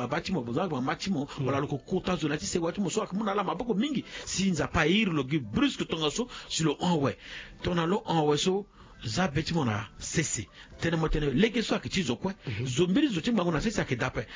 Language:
Sango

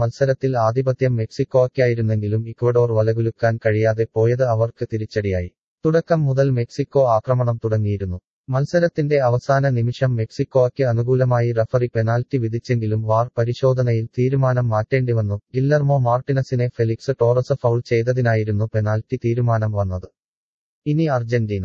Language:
Malayalam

